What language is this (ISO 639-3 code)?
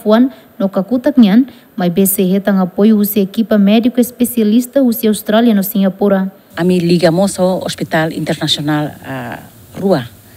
tet